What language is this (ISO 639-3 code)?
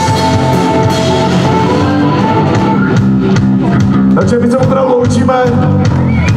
ces